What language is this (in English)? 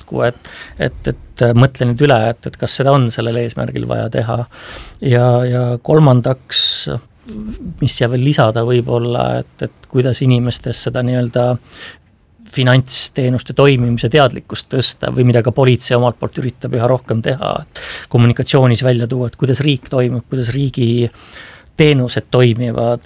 Estonian